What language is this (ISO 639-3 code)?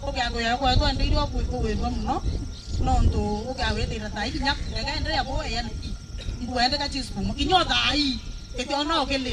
mer